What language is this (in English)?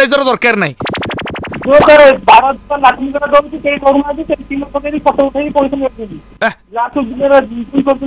Odia